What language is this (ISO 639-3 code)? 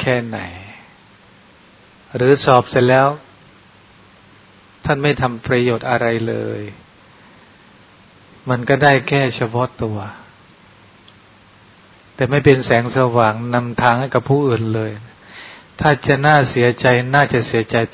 tha